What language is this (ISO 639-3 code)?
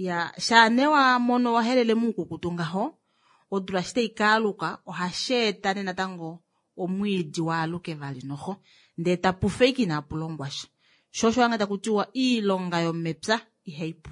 kua